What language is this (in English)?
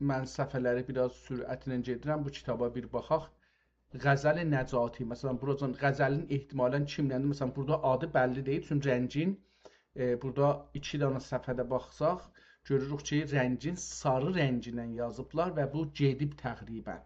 South Azerbaijani